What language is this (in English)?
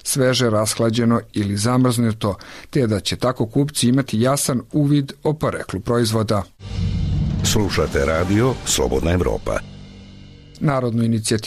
Serbian